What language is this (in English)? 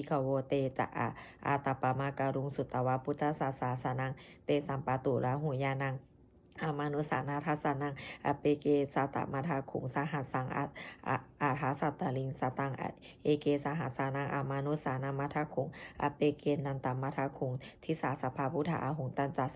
Pali